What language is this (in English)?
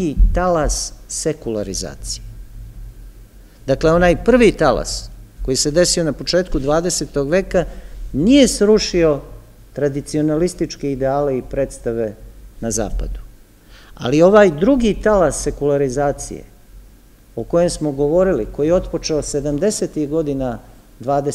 Serbian